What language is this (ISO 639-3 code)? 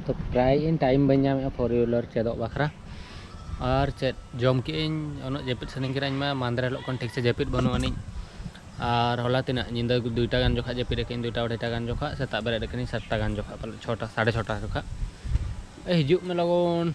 sat